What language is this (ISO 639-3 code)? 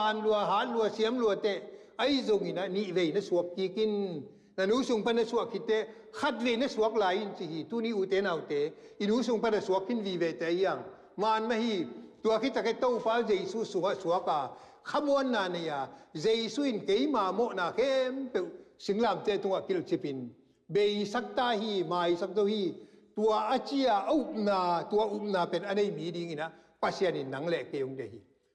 ctd